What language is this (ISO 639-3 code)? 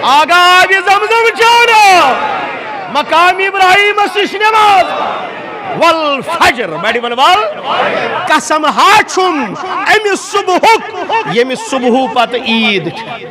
kas